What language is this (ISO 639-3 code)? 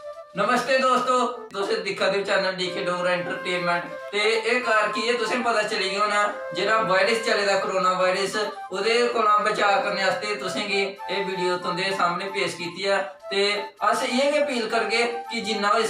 doi